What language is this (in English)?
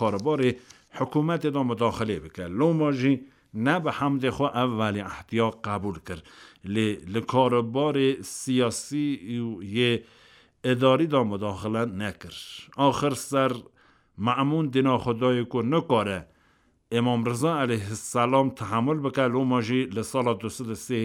Kurdish